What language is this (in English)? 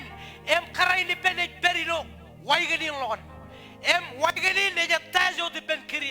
Marshallese